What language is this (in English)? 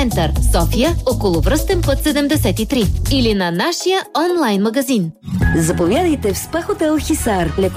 Bulgarian